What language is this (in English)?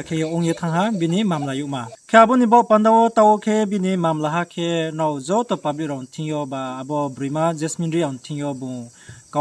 Riang (India)